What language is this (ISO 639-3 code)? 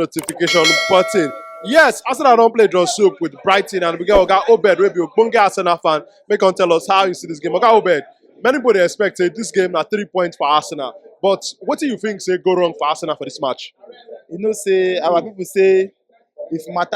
pcm